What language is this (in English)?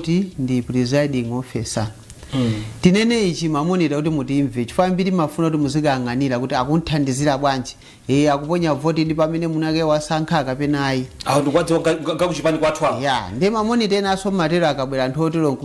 Nyanja